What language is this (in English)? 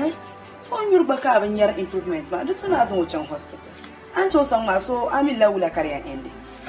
Dagbani